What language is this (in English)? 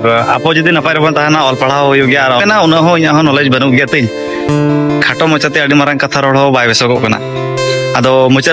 Santali